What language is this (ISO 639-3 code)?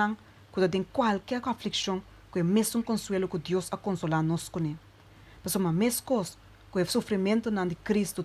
pap